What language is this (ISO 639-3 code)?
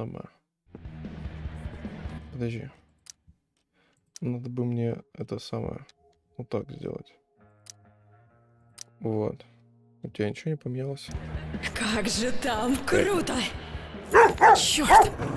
rus